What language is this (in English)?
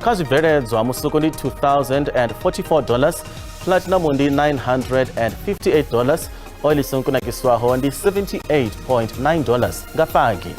Venda